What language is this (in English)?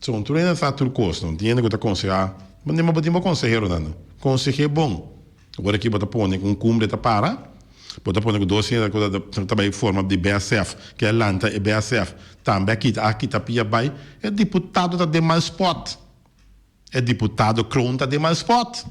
Papiamento